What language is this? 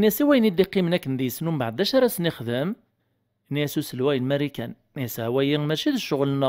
Kabyle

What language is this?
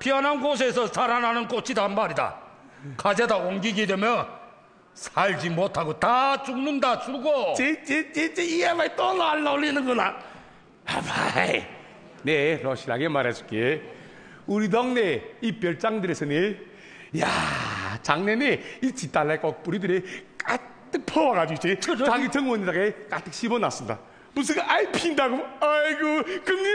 Korean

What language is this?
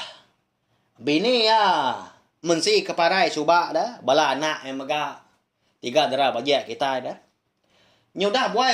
Iban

